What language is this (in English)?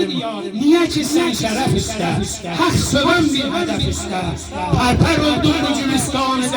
South Azerbaijani